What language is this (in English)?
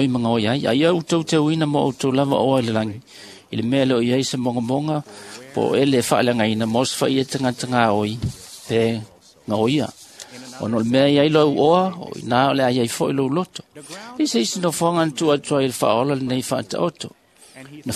Samoan